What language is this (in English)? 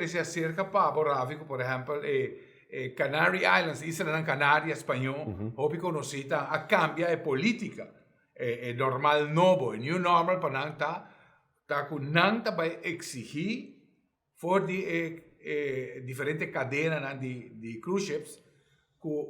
Papiamento